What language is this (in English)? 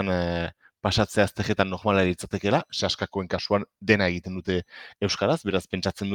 Basque